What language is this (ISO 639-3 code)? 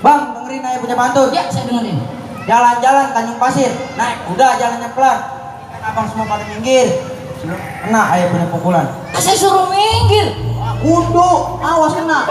bew